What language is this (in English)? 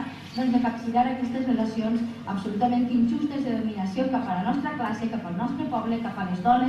Catalan